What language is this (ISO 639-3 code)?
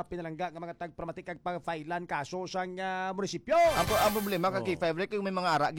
hil